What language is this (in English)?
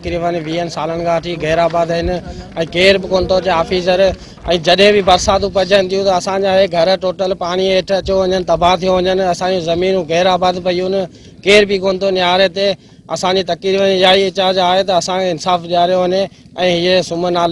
Sindhi